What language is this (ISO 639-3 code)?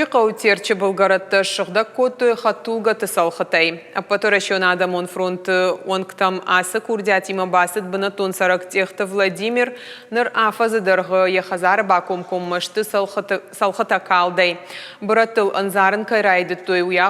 oss